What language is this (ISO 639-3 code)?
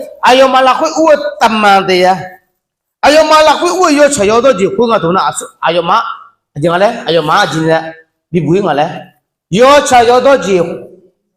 ahk